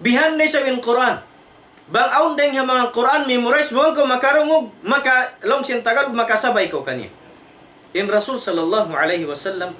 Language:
Tausug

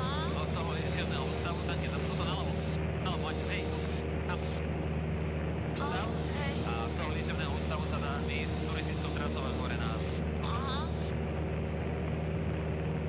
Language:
Slovak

